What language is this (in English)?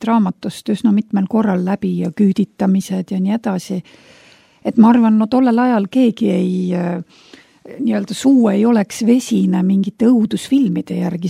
Estonian